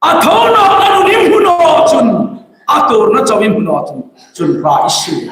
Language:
Hmar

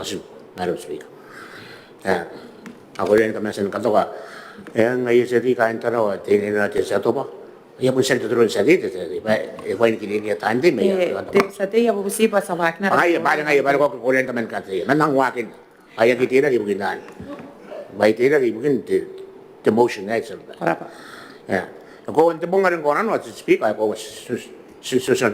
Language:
Gilbertese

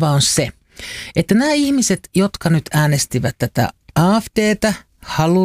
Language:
Finnish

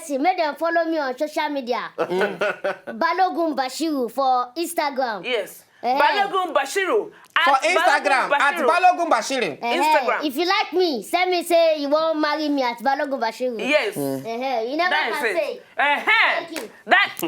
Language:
Nigerian Pidgin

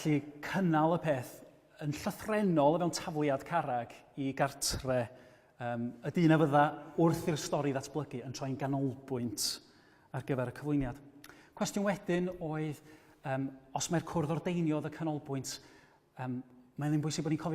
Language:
Welsh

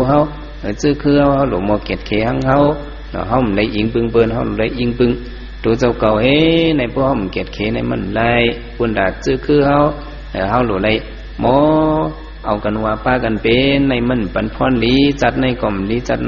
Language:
Shan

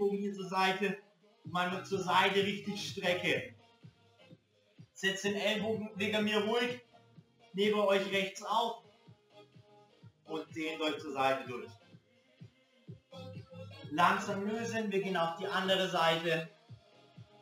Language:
German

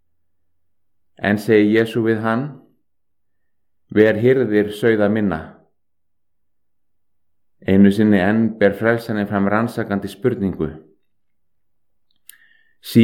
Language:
Icelandic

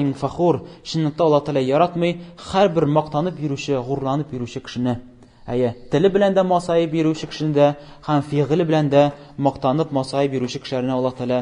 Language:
Tatar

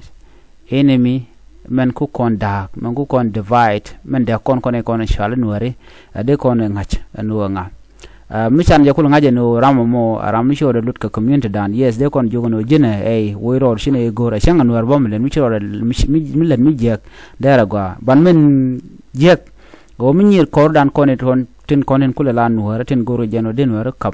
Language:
Nuer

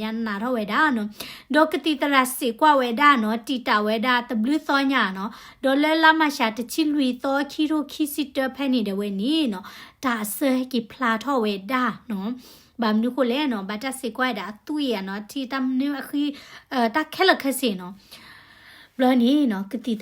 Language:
S'gaw Karen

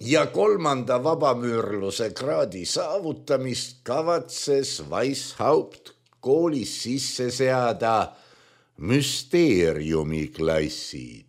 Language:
Estonian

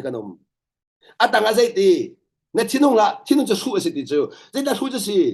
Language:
Hakha Chin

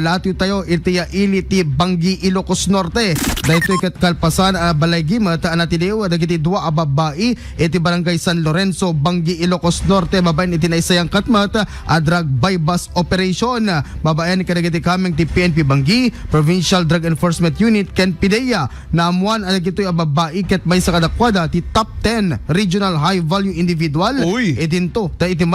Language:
Iloko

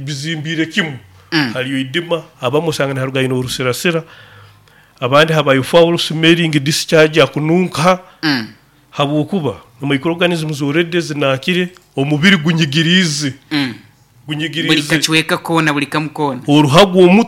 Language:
Nyoro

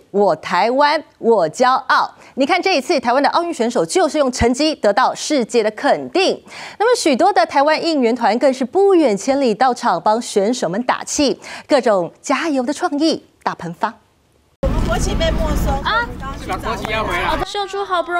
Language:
Chinese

